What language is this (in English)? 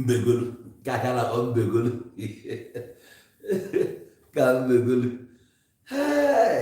Igbo